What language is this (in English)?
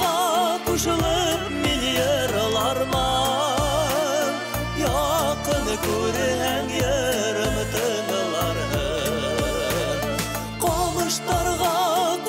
Bashkir